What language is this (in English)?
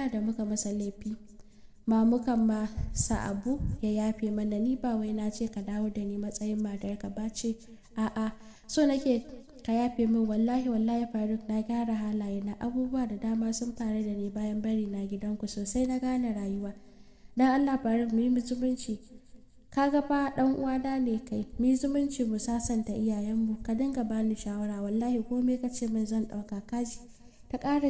Hausa